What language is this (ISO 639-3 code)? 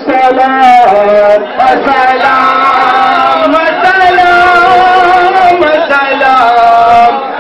urd